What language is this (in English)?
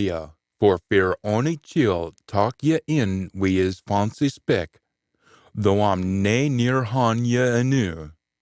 Scots